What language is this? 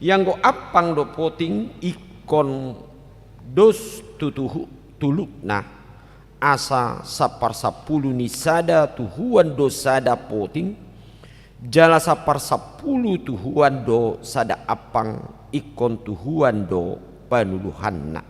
Batak Toba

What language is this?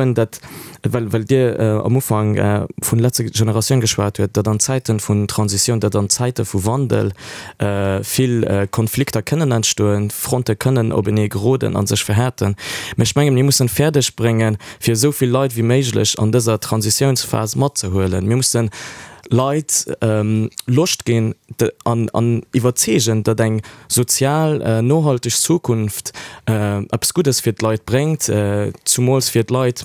Luxembourgish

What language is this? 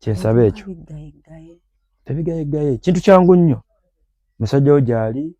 Ganda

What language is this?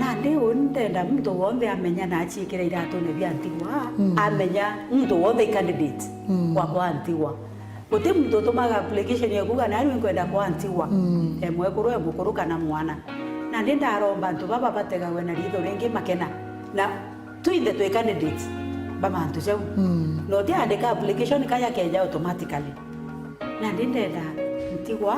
Meru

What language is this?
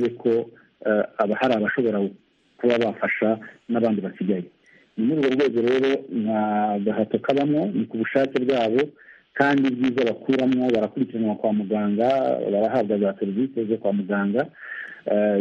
Kinyarwanda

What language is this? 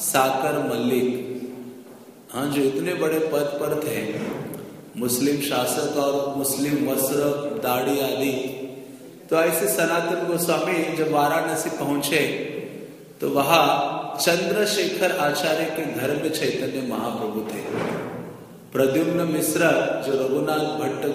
Hindi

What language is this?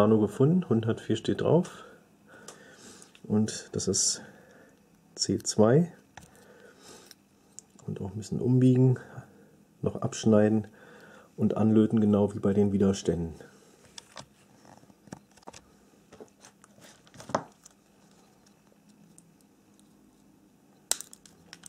German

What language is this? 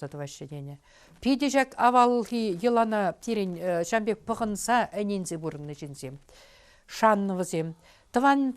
Chuvash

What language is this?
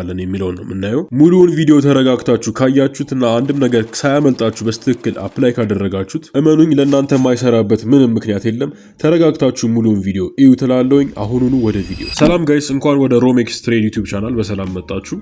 Amharic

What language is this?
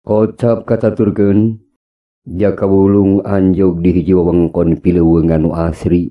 Sundanese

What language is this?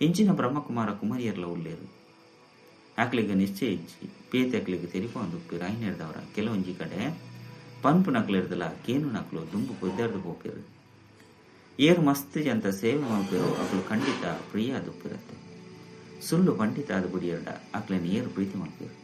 Tulu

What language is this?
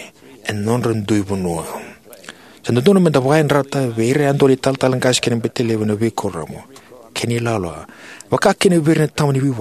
Fijian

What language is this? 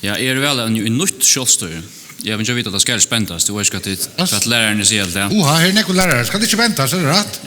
Faroese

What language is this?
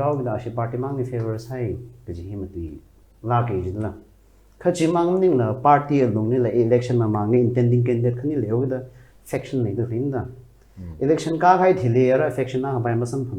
Tangkhul Naga (India)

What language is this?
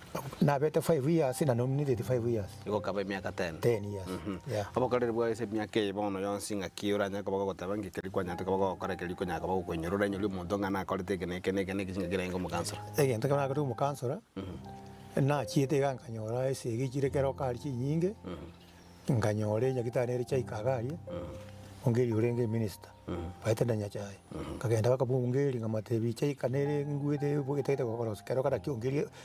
Gusii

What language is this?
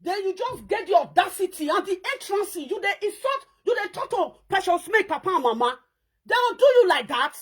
Nigerian Pidgin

